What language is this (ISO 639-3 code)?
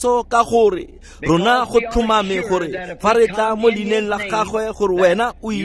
tsn